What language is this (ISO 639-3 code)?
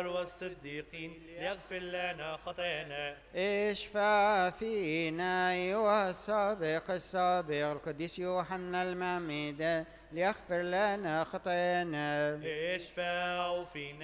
arz